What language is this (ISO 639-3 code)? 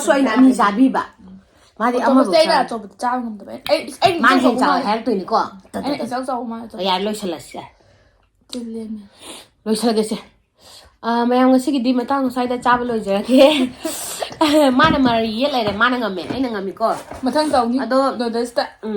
mni